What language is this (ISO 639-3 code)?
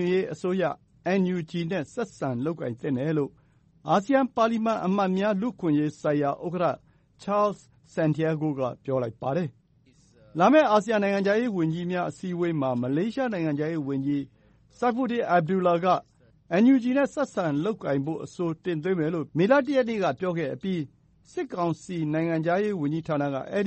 mya